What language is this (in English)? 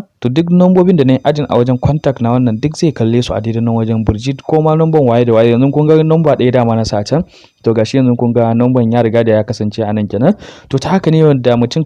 Hausa